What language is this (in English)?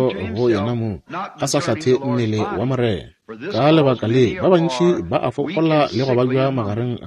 Northern Sotho